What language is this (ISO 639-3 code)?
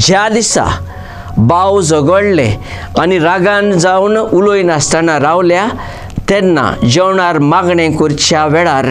kok